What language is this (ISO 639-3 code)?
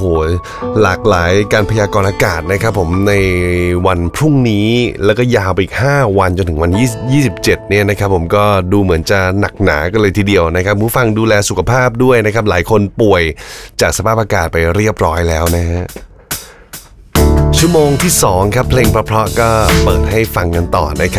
tha